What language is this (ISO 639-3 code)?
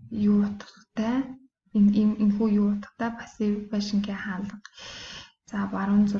mon